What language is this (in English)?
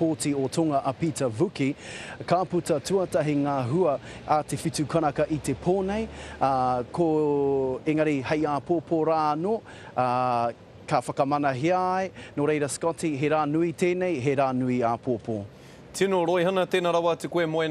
Māori